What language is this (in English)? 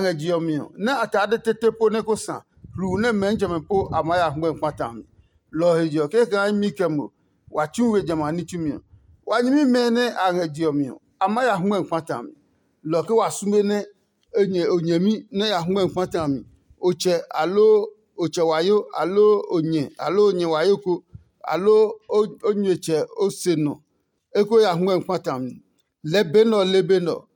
Adangme